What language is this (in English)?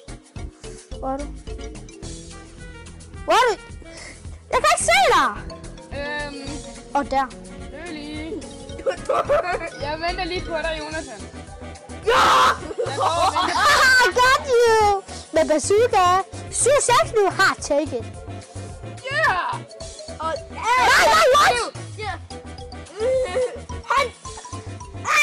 Danish